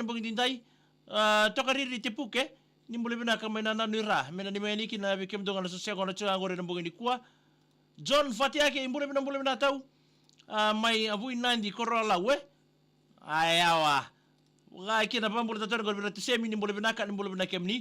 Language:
Fijian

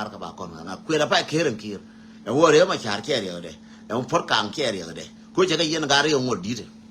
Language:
Nuer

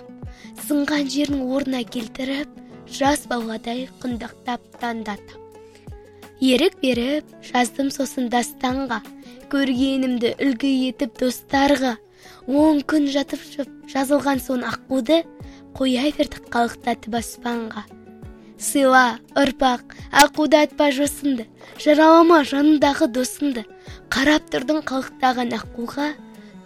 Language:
Kazakh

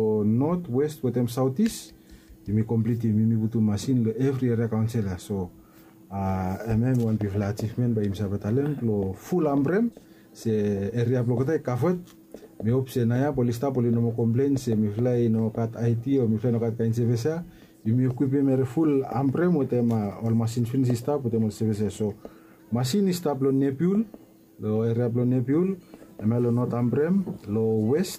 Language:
Bislama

